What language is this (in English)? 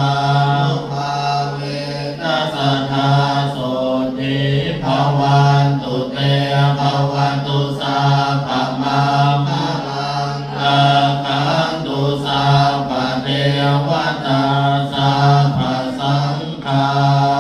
Pali